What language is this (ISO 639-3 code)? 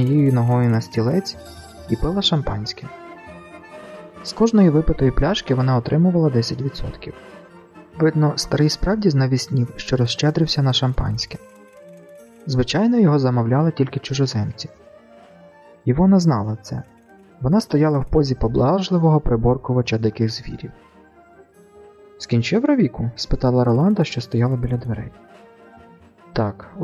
ukr